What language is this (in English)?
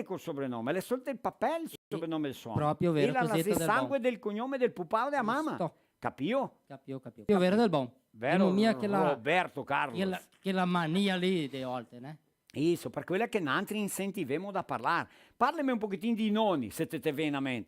Venetian